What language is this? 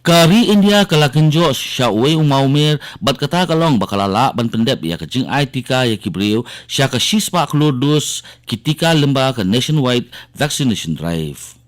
Khasi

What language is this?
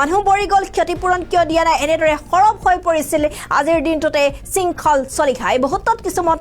Assamese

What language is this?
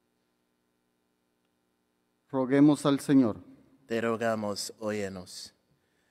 Spanish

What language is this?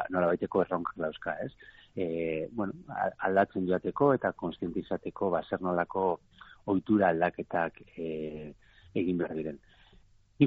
Basque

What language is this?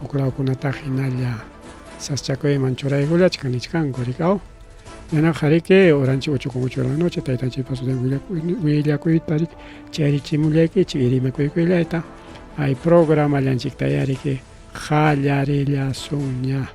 Ayacucho Quechua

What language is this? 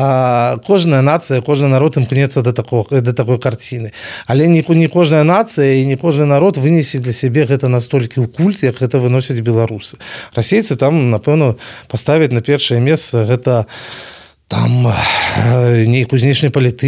Belarusian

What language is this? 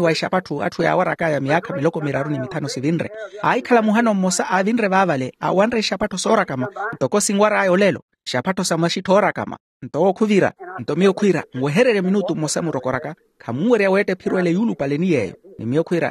Makhuwa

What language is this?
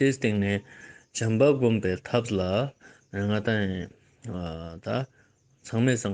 Ladakhi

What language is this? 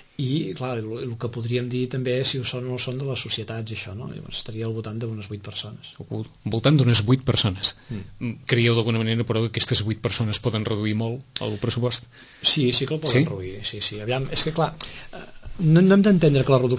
Catalan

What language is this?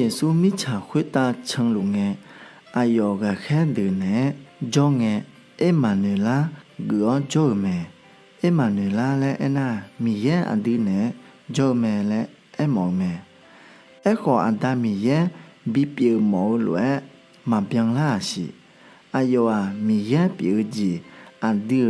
Akha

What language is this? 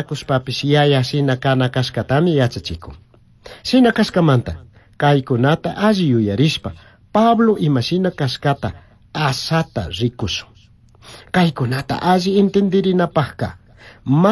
Chimborazo Highland Quichua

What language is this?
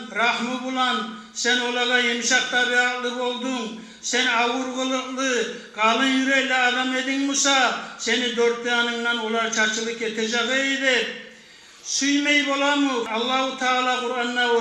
Kumyk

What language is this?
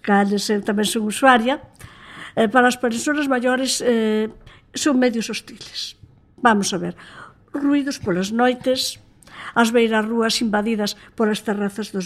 Galician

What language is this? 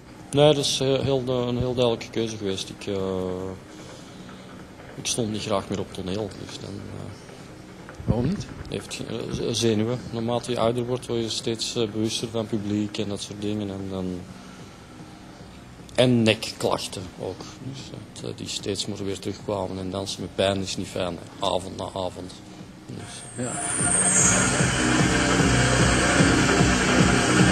Dutch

